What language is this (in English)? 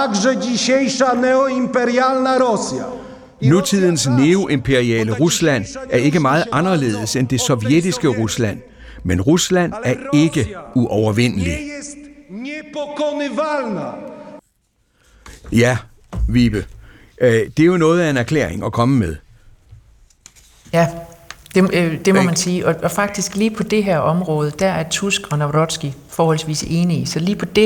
Danish